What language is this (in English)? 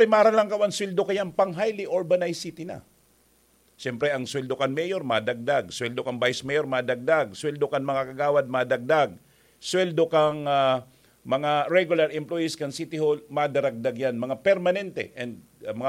Bikol